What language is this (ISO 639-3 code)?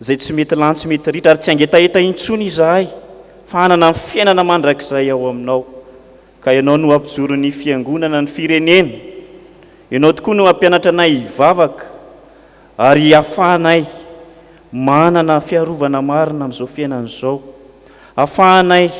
mlg